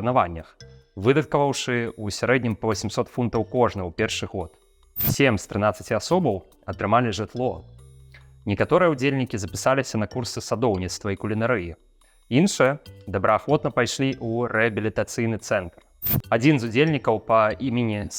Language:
Belarusian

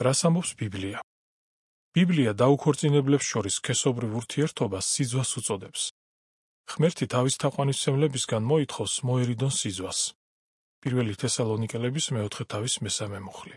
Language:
Georgian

